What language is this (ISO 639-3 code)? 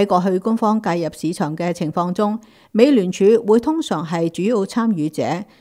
yue